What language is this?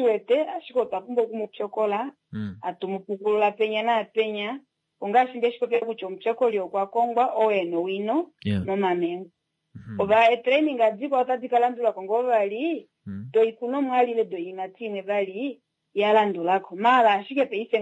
Kuanyama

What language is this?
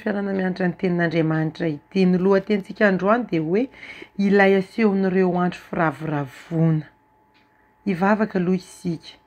Malagasy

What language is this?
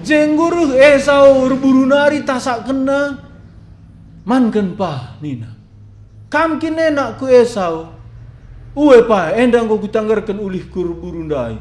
Batak Karo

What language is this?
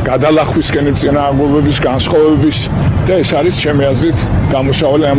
Georgian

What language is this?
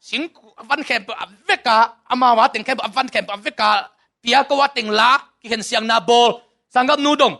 Tedim Chin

